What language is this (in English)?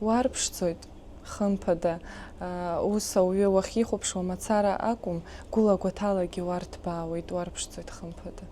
Abkhazian